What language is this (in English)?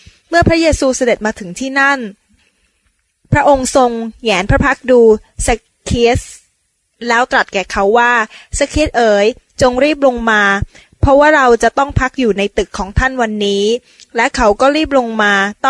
Thai